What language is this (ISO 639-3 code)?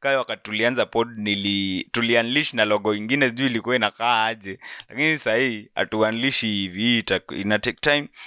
swa